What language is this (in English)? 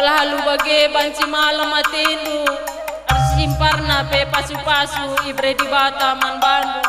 Batak Karo